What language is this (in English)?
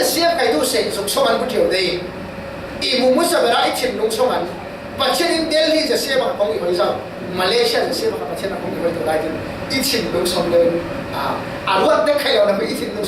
Falam Chin